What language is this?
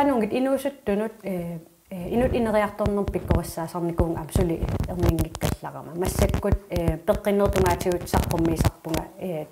Kalaallisut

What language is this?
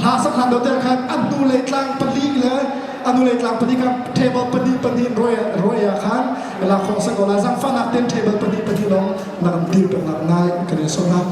Hakha Chin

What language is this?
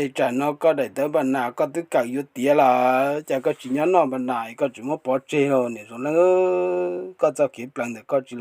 Hmong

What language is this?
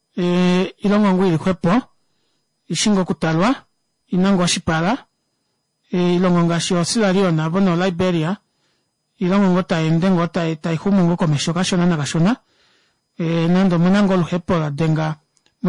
Kuanyama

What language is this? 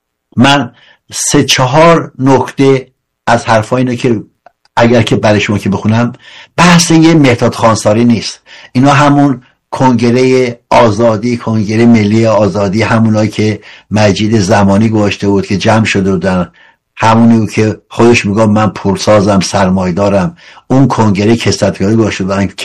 Persian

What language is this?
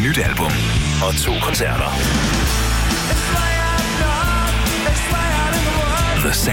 Danish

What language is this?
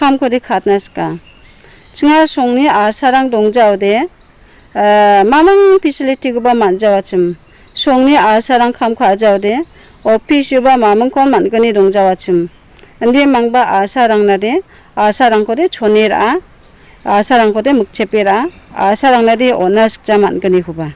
Garo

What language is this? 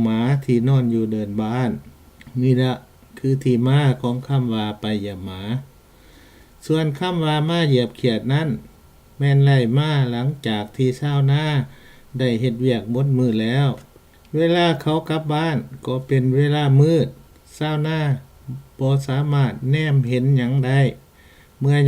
Lao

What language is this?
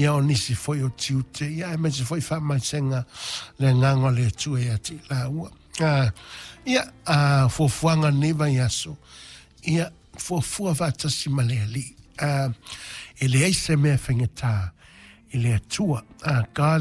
Samoan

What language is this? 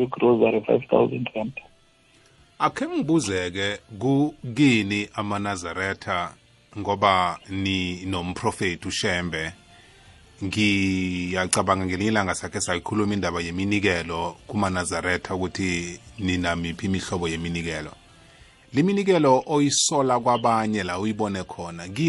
South Ndebele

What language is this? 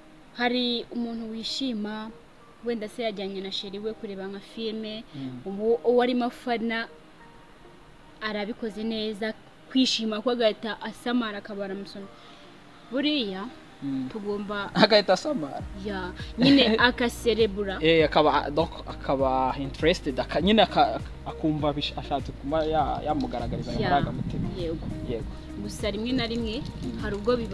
Kinyarwanda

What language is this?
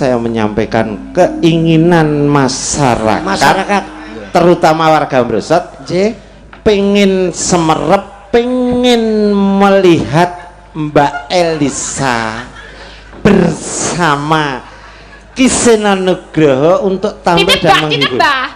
Javanese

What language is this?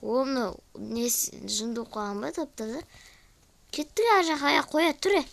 Kazakh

